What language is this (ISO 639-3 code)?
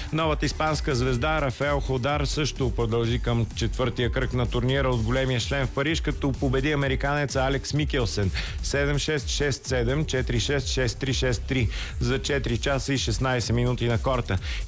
bul